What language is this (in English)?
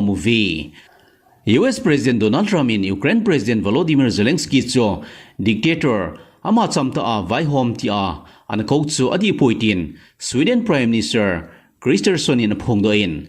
Thado Chin